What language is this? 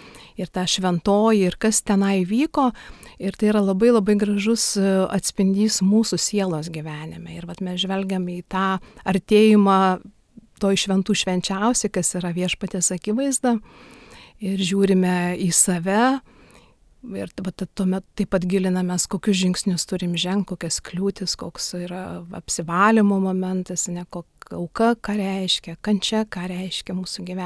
Lithuanian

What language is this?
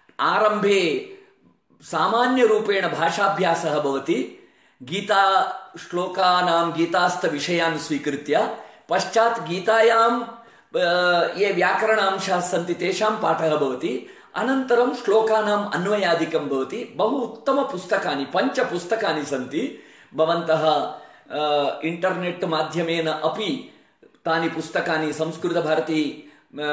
Sanskrit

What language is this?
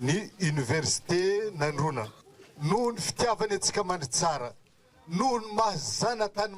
Malagasy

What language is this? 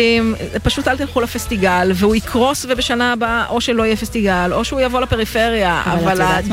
Hebrew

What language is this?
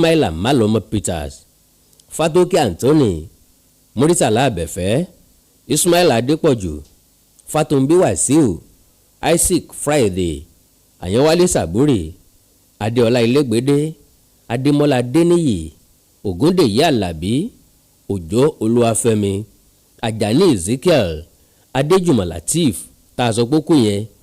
Yoruba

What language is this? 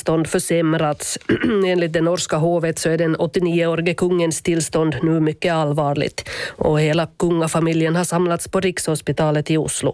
Swedish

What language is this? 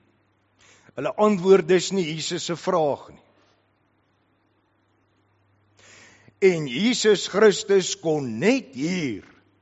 Afrikaans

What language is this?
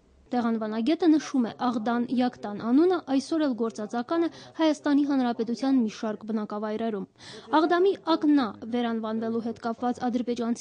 Armenian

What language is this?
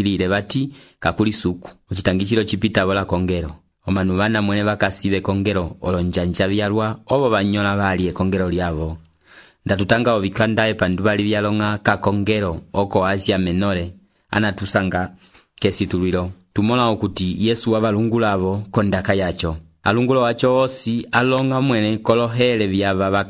Umbundu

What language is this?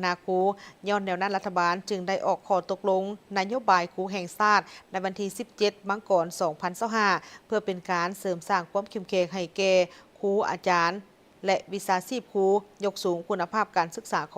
Lao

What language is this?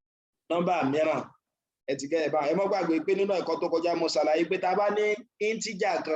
Yoruba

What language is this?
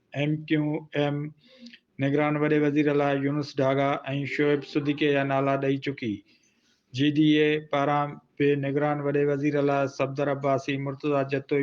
Sindhi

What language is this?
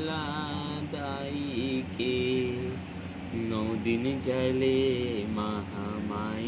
Chhattisgarhi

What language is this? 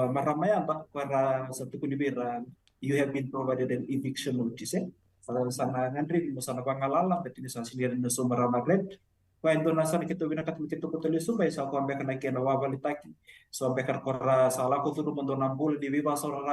Fijian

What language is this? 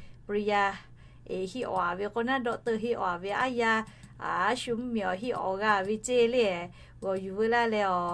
Lahu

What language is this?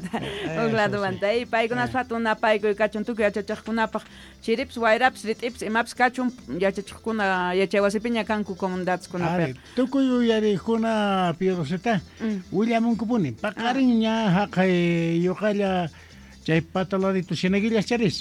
South Bolivian Quechua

